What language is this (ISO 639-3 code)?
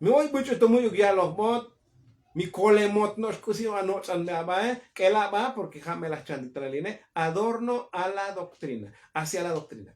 tzo